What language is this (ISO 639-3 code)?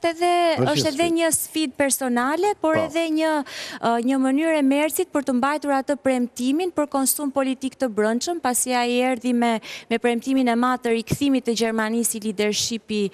sqi